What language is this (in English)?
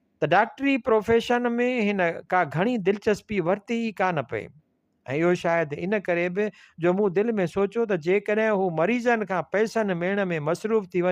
Sindhi